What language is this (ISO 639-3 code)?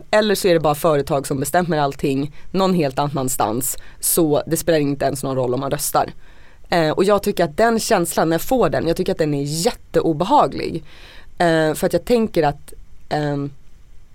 swe